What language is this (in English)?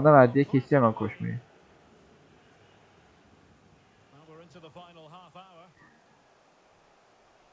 Turkish